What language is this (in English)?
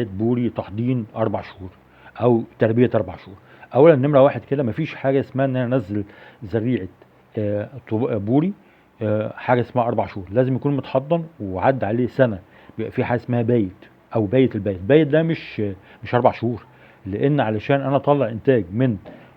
Egyptian Arabic